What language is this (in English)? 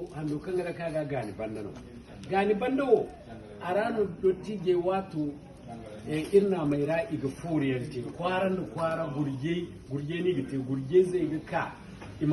Zarma